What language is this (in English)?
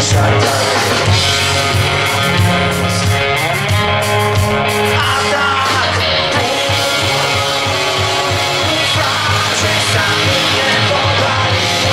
Slovak